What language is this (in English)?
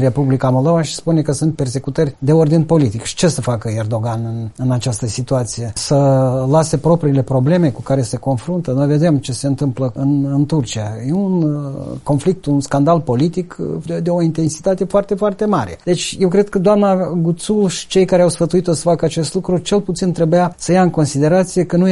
Romanian